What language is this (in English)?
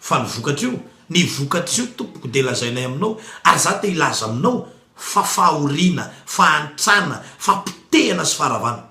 Malagasy